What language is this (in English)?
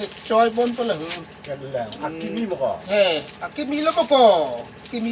Karbi